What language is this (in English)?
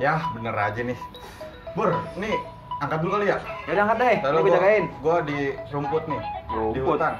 Betawi